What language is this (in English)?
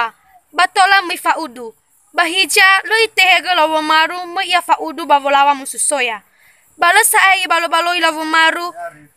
Nias